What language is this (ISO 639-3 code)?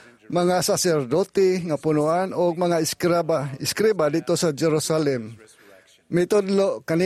ceb